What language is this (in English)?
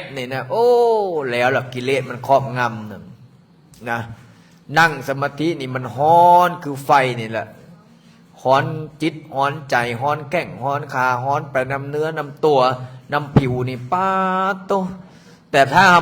Lao